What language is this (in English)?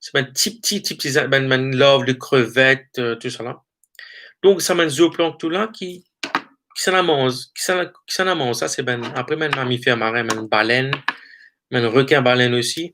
Morisyen